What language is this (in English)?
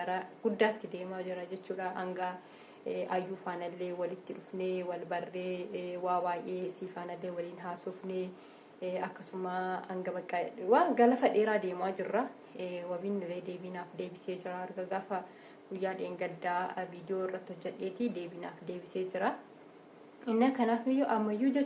Oromo